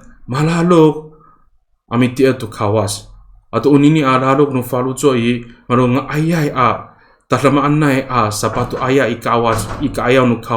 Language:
Amis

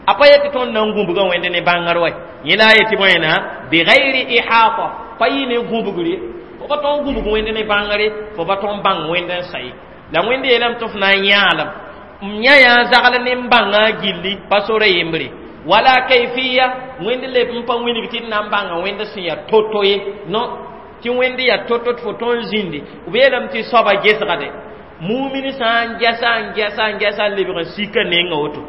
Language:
Mossi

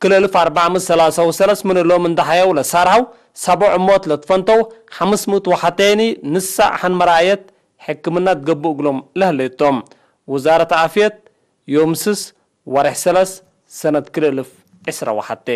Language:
Tigre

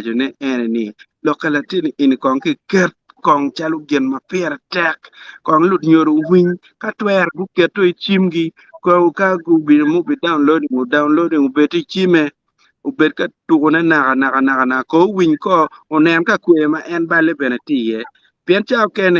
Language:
Acoli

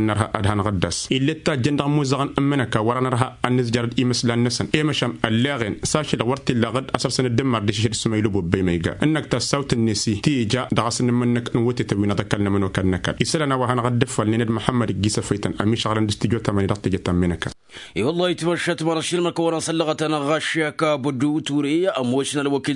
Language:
Tamasheq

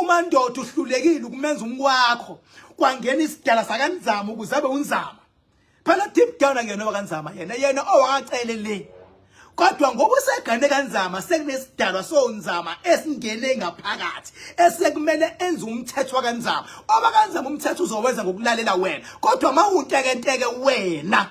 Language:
Zulu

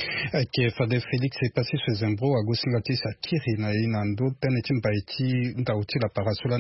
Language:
Sango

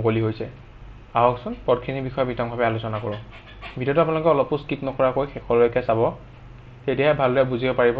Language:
Assamese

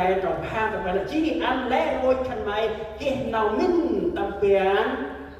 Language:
Central Mnong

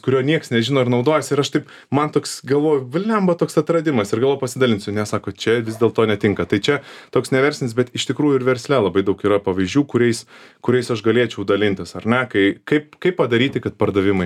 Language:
Lithuanian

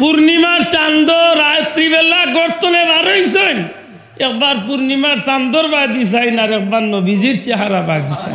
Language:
Sylheti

